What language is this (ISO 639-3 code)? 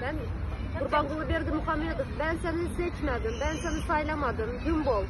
tuk